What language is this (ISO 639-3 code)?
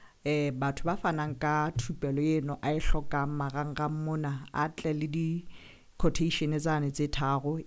sot